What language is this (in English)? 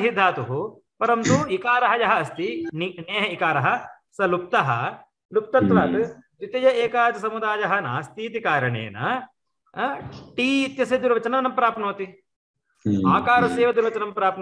Sanskrit